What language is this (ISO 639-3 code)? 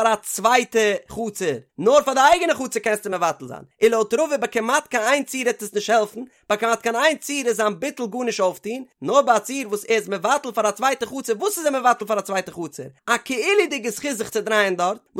yid